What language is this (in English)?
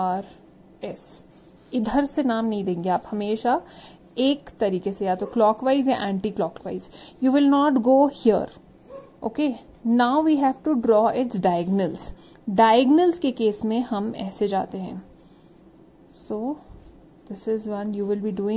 Hindi